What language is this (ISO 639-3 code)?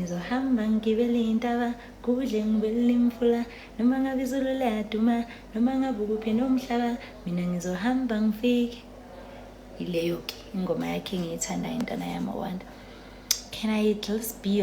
zul